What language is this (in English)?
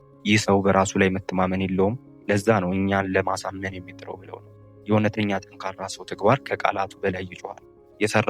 Amharic